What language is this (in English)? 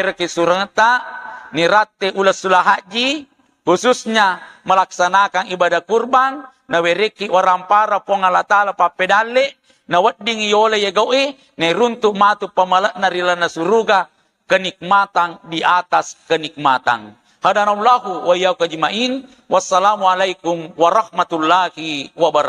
Buginese